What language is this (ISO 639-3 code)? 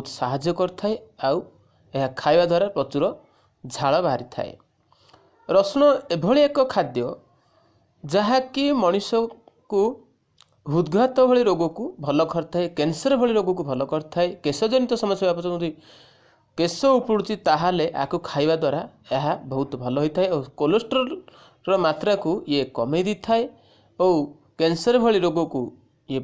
ori